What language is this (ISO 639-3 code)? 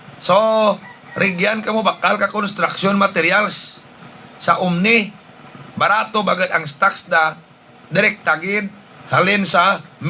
hil